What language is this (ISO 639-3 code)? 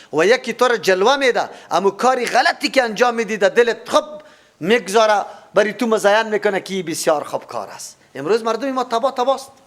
fas